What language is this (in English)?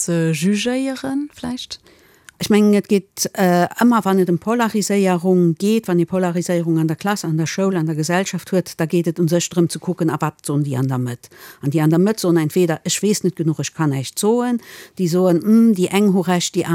Luxembourgish